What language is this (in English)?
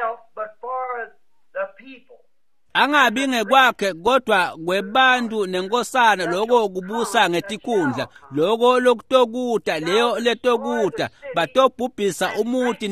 Swati